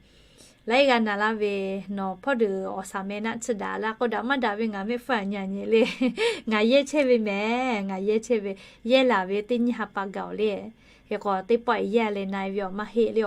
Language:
Lahu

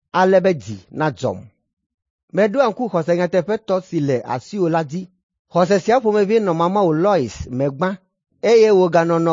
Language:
Ewe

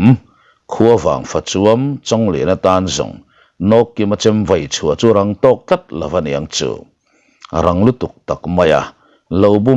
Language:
Mizo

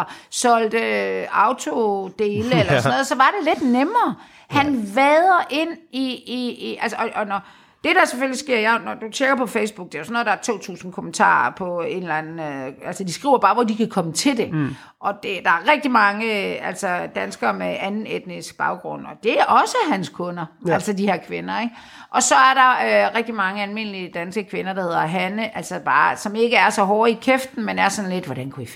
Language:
Danish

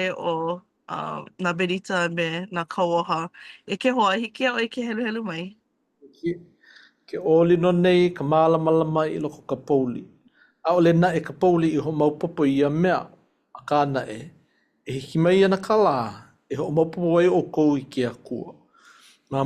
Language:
Hawaiian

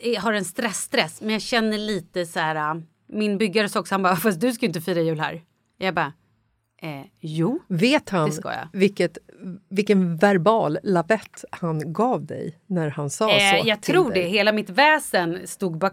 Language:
Swedish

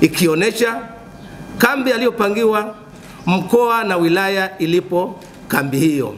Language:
Swahili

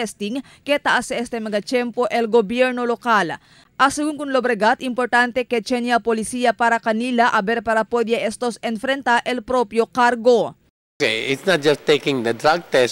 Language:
Chavacano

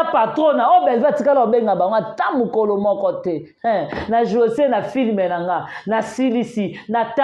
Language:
Lingala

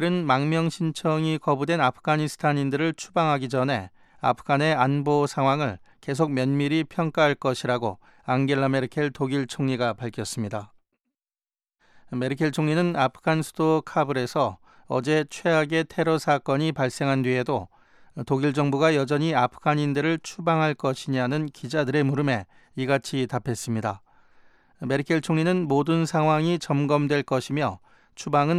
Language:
Korean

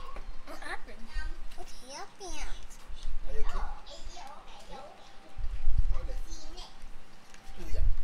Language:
Malay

